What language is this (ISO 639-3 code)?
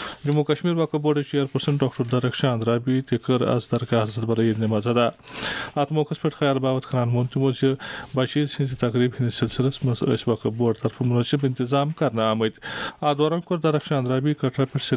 kas